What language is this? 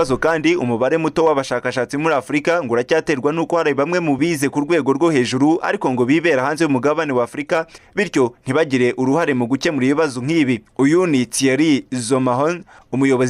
Kinyarwanda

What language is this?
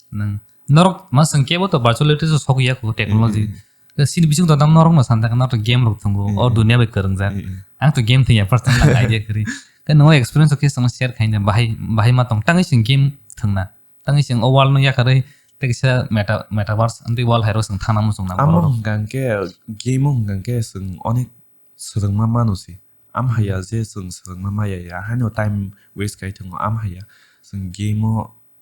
Kok Borok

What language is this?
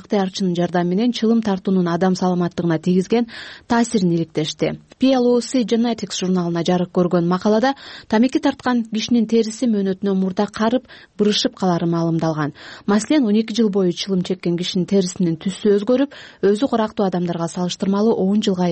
Kyrgyz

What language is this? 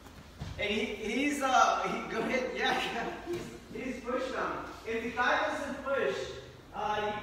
English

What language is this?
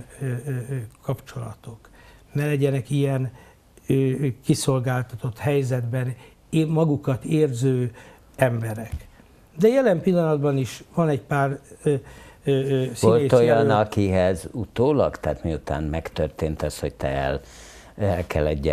Hungarian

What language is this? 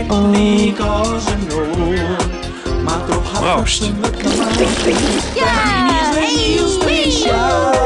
Western Frisian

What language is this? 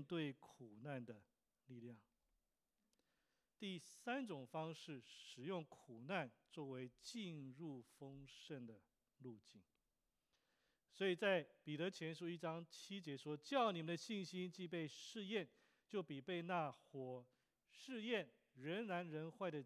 Chinese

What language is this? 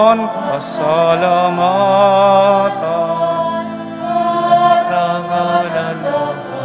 Pampanga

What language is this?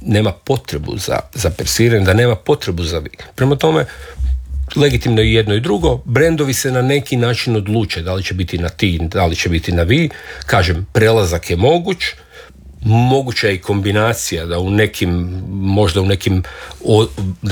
Croatian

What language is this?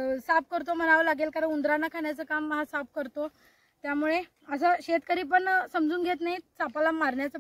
Marathi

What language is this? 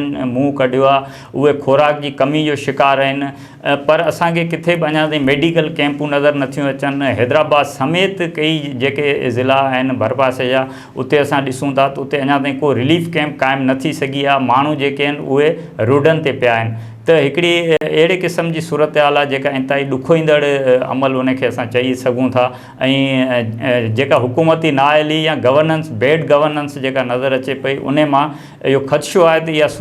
Sindhi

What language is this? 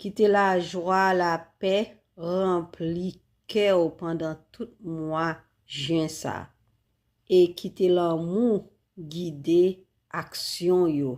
Haitian Creole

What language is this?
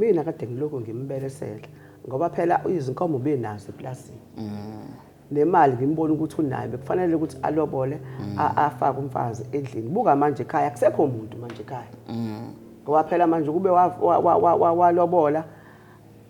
Zulu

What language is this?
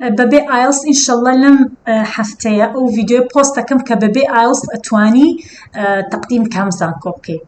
Central Kurdish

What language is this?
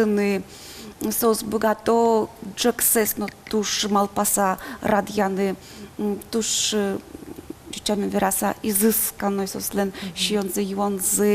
Udmurt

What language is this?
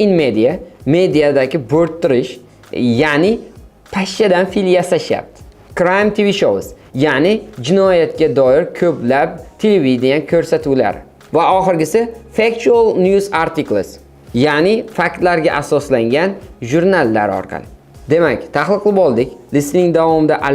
Uzbek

